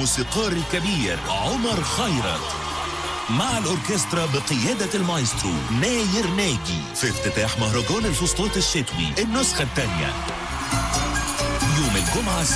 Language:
Egyptian Arabic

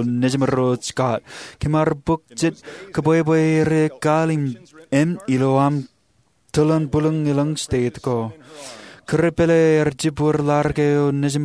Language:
Marshallese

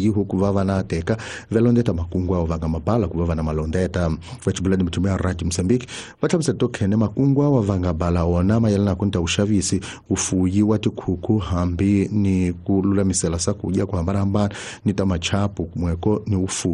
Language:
Tsonga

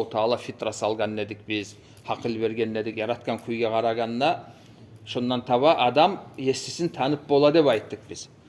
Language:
Kumyk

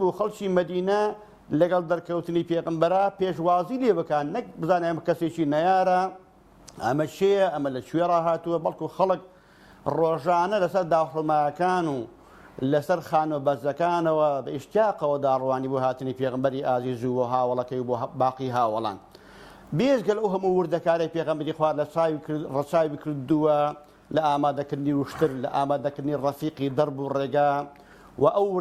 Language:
Central Kurdish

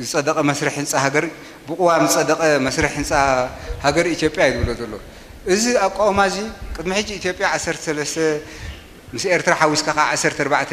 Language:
Tigrinya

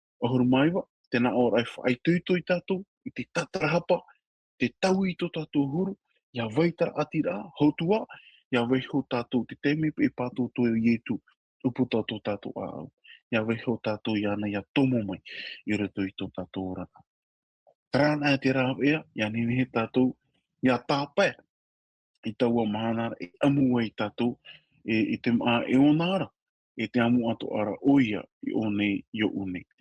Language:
Tahitian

